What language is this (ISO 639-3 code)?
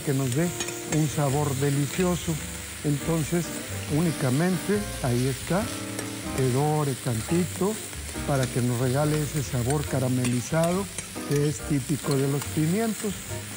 spa